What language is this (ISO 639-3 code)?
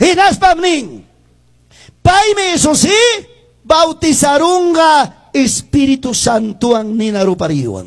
que